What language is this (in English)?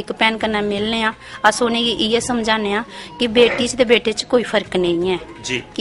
Dogri